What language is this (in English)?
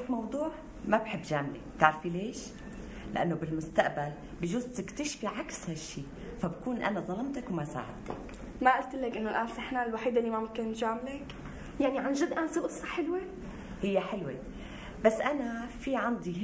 North Levantine Arabic